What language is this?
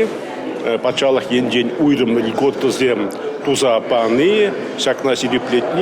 Chuvash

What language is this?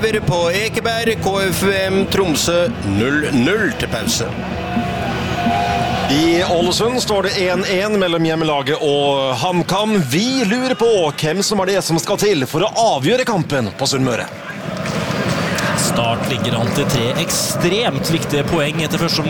Norwegian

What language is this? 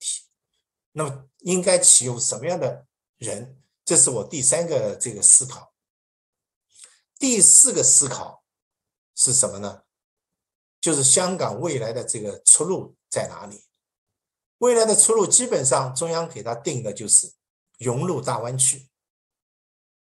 Chinese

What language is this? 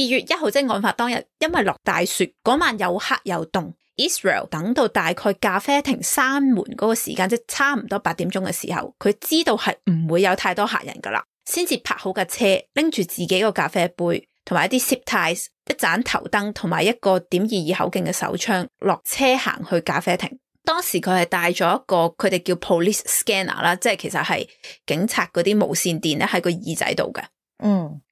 Cantonese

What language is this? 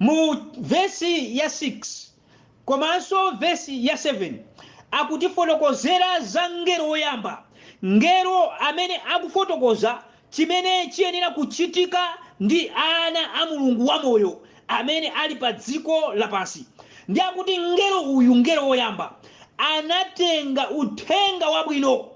Nyanja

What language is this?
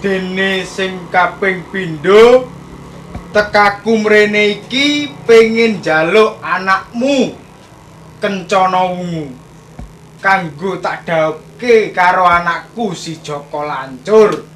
Javanese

